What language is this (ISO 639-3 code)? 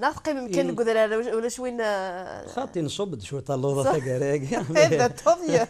kab